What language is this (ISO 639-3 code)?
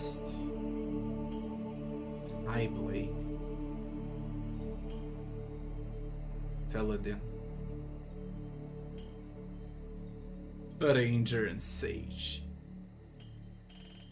eng